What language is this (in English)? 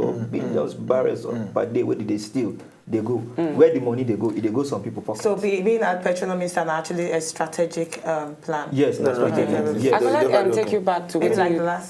Nigerian Pidgin